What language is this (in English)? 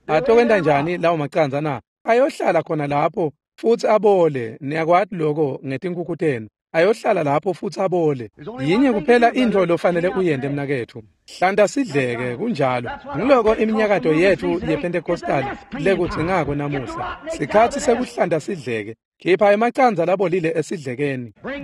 Swati